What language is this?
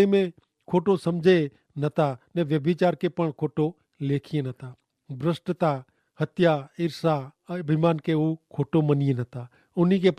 Kachhi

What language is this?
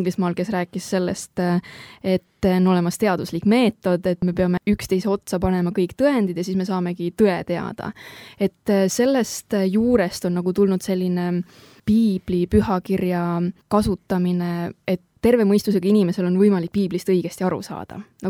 Estonian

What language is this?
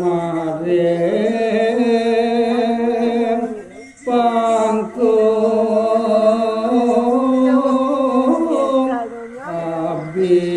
Balinese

